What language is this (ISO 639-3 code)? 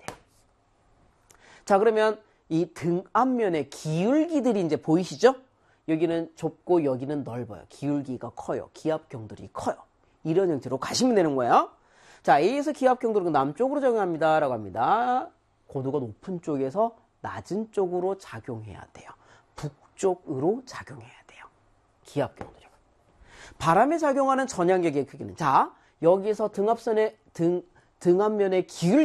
kor